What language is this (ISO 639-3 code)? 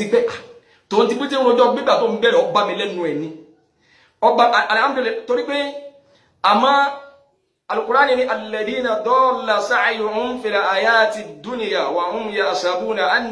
yor